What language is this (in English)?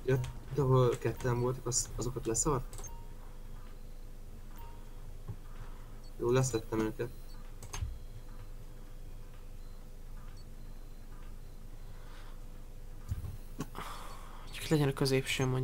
Hungarian